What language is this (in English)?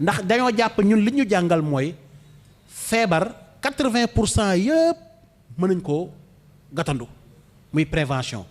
Wolof